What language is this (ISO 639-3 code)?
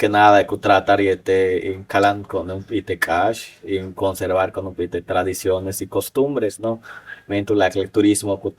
yua